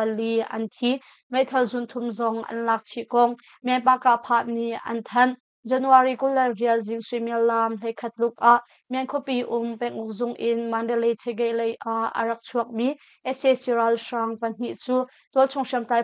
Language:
Hakha Chin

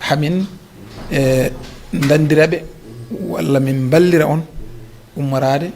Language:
Fula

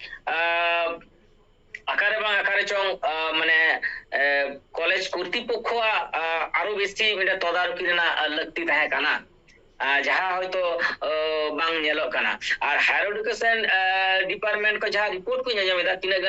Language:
Santali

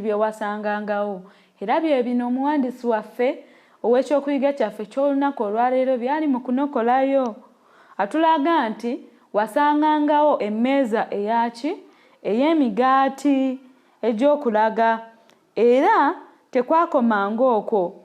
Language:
Ganda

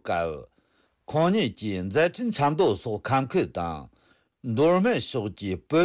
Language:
Tibetan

